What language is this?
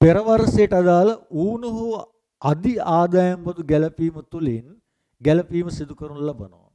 Sinhala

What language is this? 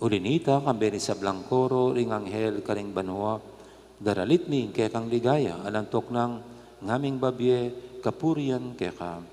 Pampanga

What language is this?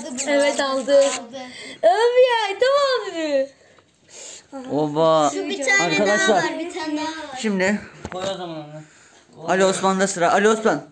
Turkish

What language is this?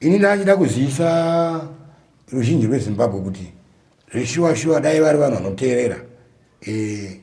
Shona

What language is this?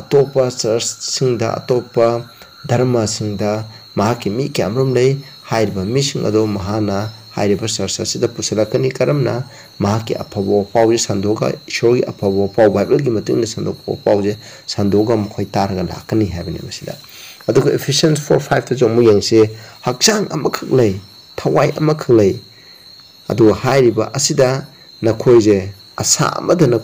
Manipuri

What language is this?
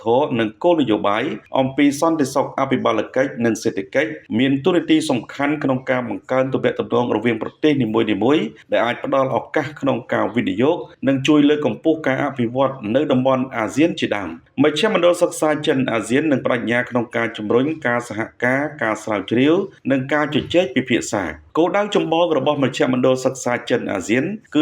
Khmer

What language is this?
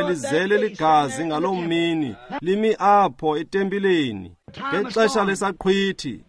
Xhosa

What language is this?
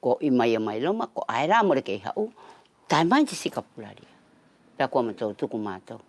Wallisian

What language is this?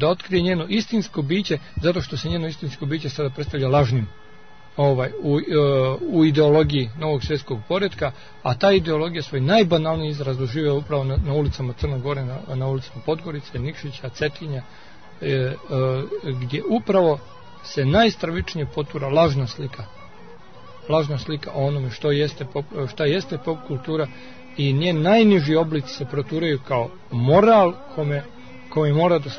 Serbian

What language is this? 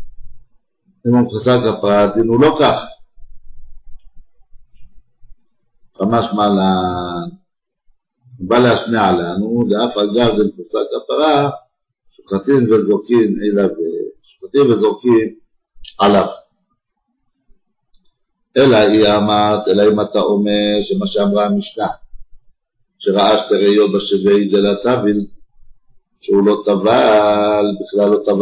Hebrew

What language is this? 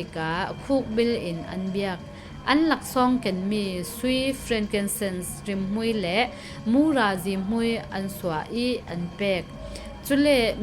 Falam Chin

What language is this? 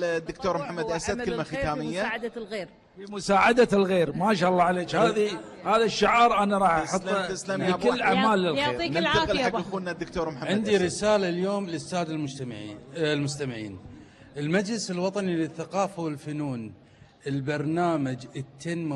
Gulf Arabic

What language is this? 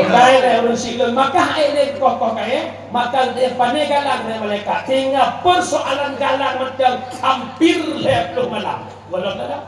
Achinese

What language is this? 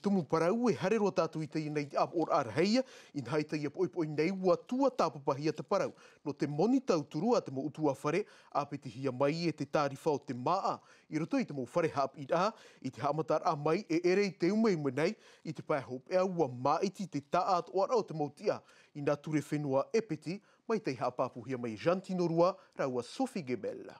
Tahitian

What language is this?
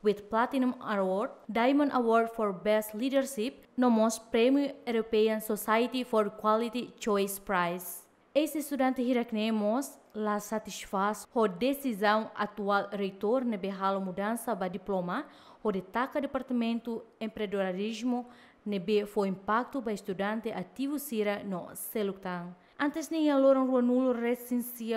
Tetum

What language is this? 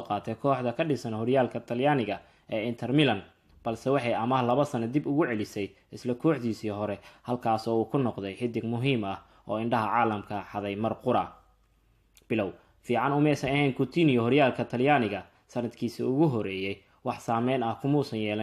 Somali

